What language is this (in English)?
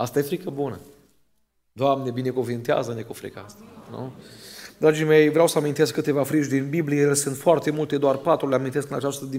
Romanian